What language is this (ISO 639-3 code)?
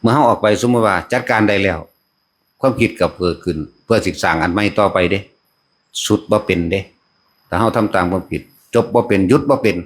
tts